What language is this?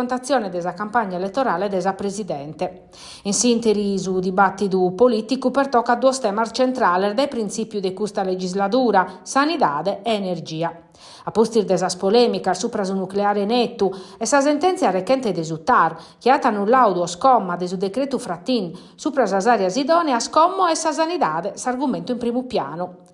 Sardinian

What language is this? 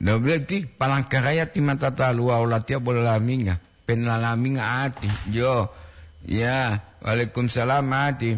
Gorontalo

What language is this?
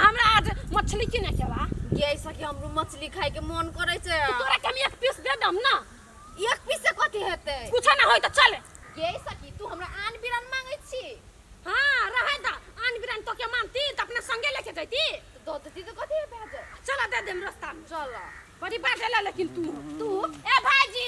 Maithili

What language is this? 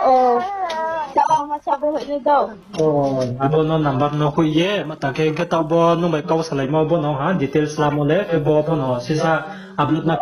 Riang (India)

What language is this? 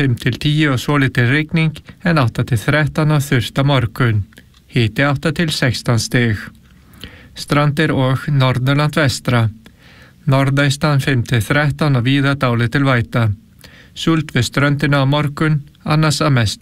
Icelandic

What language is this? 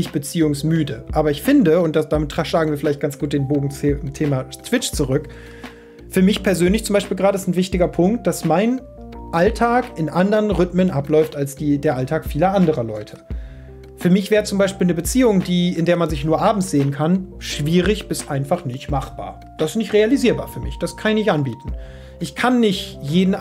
German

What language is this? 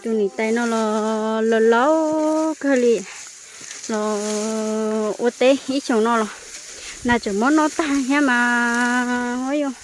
Hmong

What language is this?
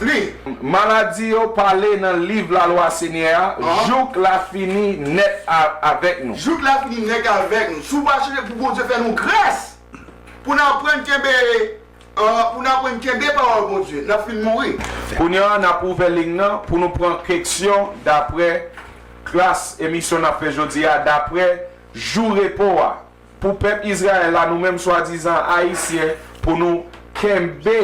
Haitian Creole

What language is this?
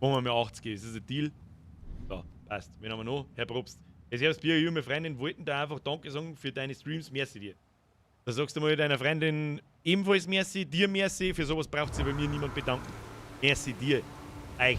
Bavarian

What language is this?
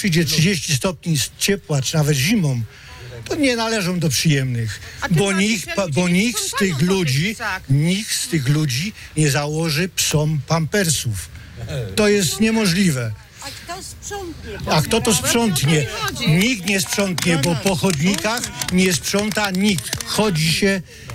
Polish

